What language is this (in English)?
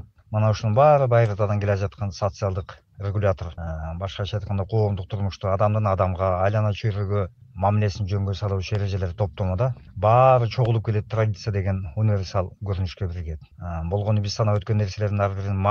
Kyrgyz